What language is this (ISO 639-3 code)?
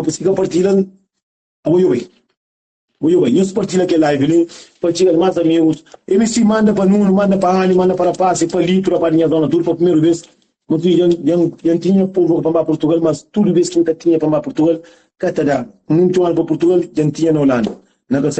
kea